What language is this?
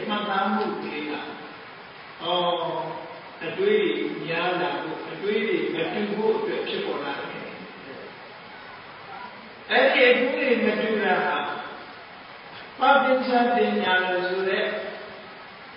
Burmese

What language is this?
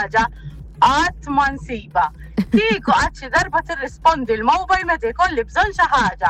Maltese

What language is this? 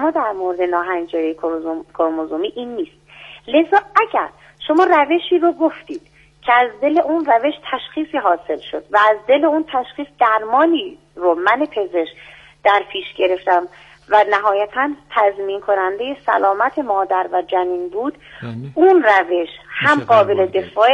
Persian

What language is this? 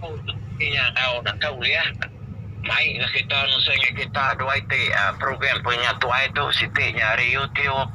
Iban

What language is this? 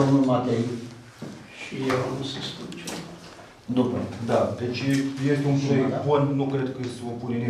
Romanian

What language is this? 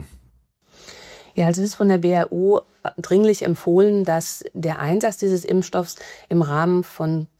German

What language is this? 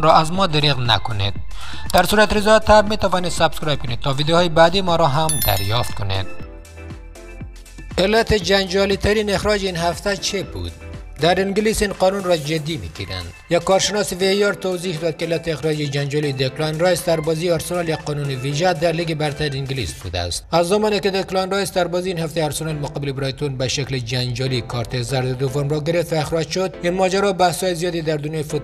Persian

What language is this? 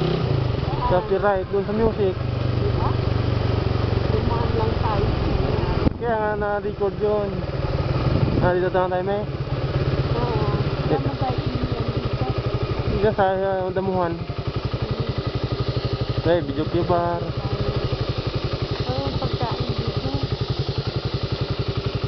Filipino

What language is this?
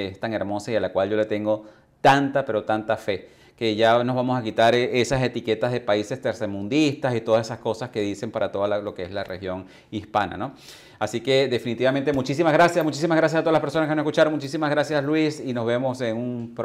Spanish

